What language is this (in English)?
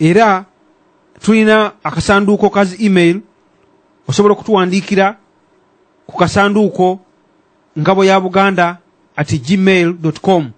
Ganda